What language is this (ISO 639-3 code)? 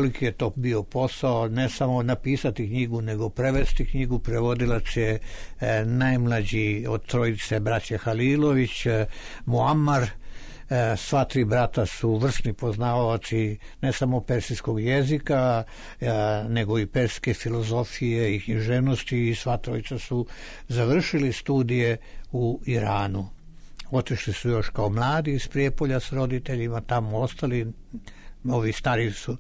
srp